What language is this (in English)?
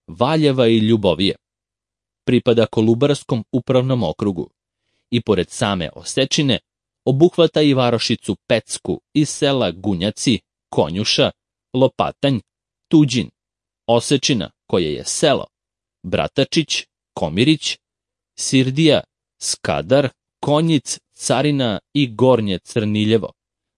Serbian